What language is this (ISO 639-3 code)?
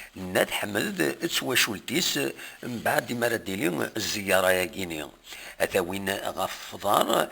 kab